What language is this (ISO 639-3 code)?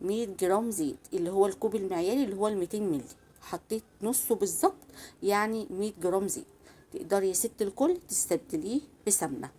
arz